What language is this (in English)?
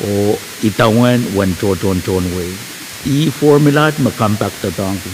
Pohnpeian